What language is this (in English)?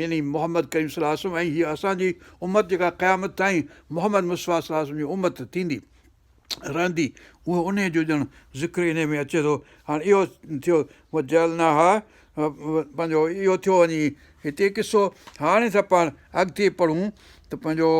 Sindhi